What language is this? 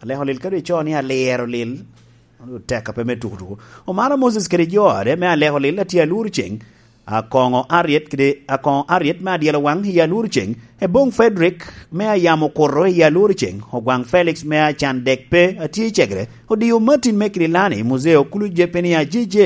Lango (Uganda)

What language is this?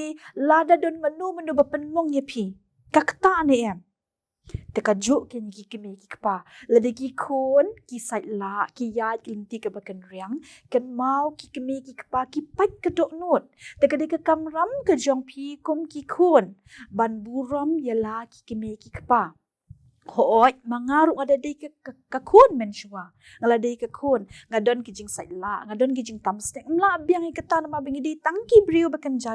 Khasi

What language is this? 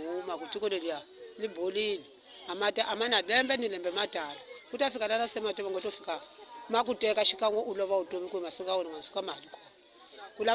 Tsonga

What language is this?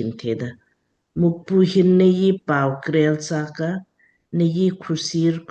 Lamkang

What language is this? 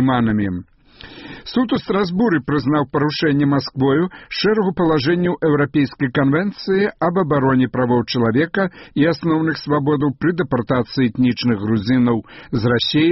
Belarusian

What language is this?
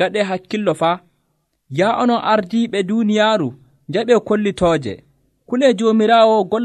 Nigerian Fulfulde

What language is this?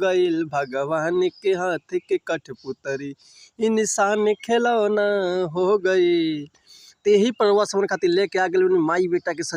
Bhojpuri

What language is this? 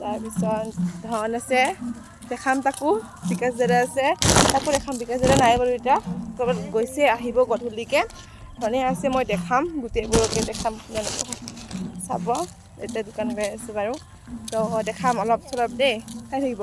Assamese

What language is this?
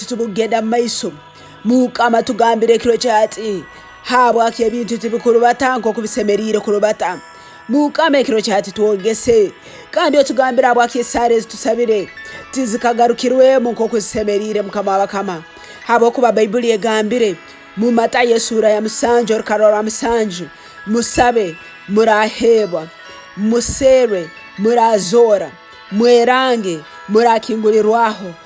Tooro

